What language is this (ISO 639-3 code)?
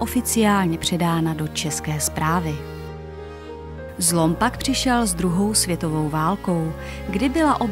ces